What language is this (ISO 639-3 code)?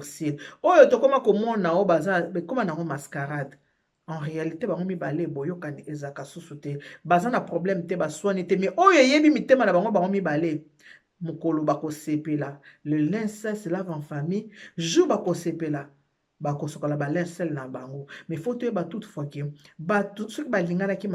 lin